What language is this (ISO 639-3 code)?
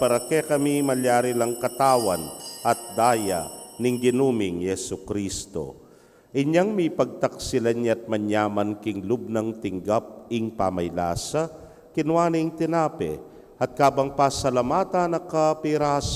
pam